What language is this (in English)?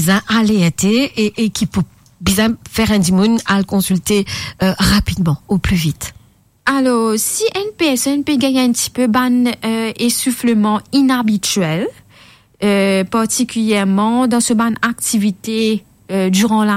Morisyen